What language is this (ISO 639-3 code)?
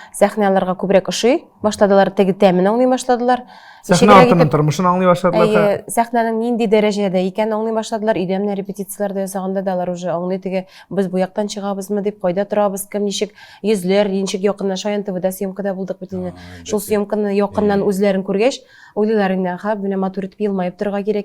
tat